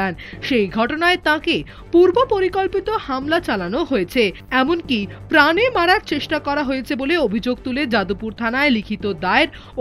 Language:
Bangla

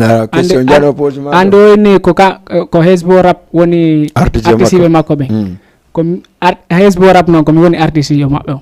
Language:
Fula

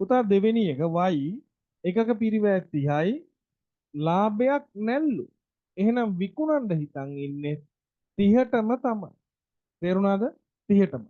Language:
Sinhala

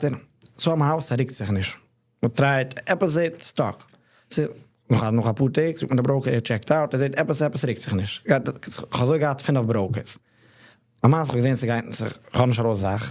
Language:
Yiddish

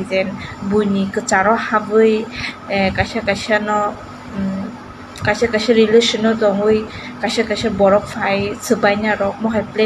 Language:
Kok Borok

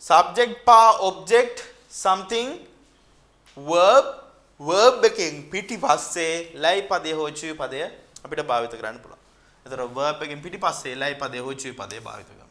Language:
Sinhala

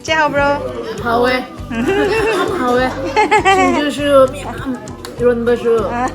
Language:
Manipuri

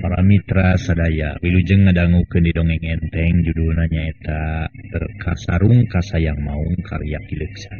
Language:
Sundanese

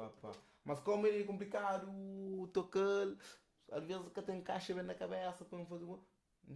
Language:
Kabuverdianu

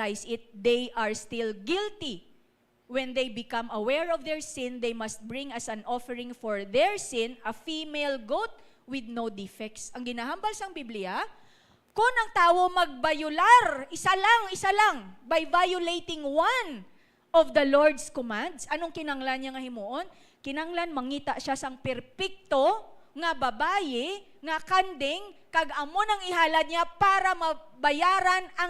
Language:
Hiligaynon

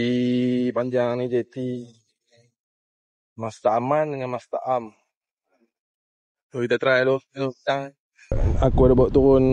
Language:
Malay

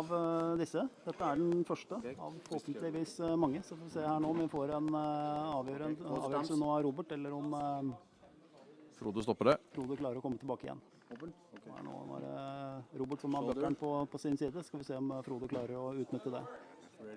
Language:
Norwegian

